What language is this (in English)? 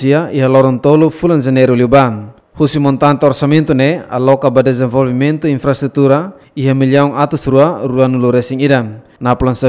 Tetum